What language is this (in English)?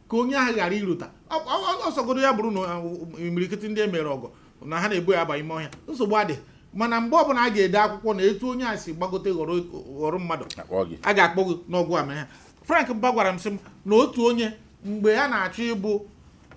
Igbo